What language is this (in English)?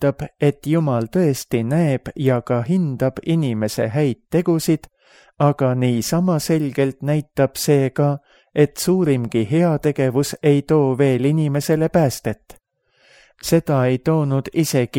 Estonian